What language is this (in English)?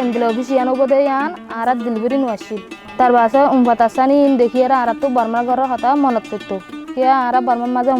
Rohingya